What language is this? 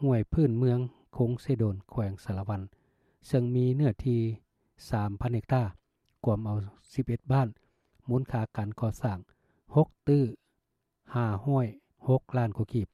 Lao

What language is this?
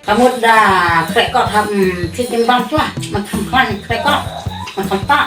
Khasi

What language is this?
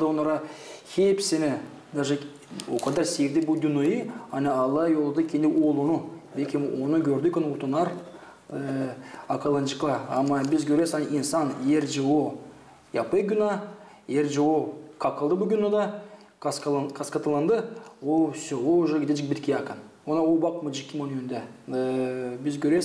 Gagauz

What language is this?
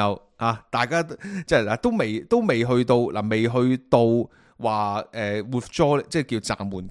Cantonese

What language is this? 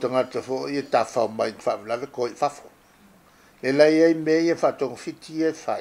Samoan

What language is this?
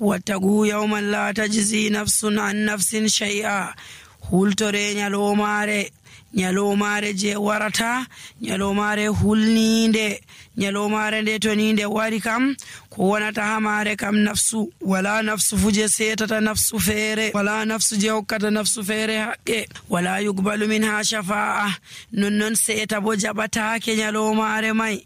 Nigerian Fulfulde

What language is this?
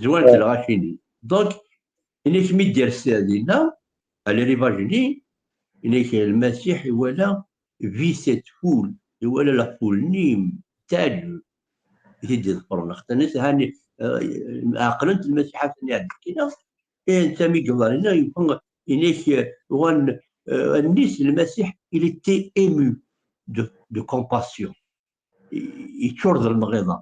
Kabyle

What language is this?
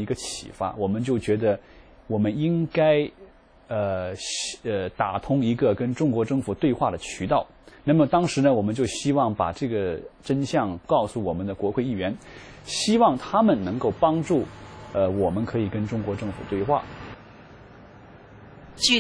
Chinese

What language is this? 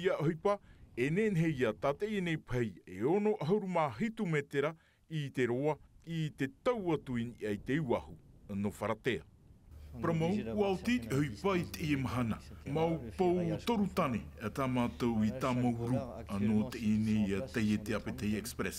Tahitian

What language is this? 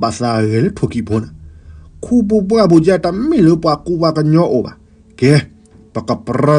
S'gaw Karen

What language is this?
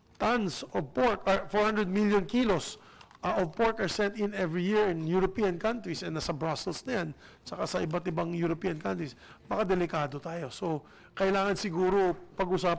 Filipino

